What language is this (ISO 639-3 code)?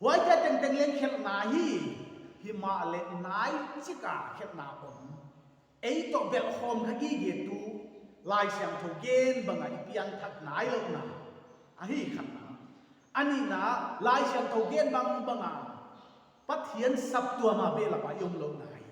pck